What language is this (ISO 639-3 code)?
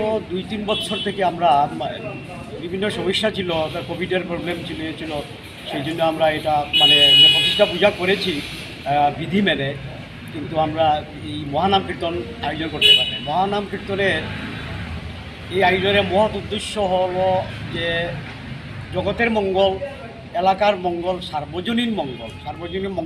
ben